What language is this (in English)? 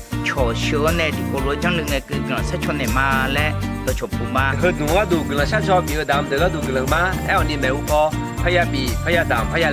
Akha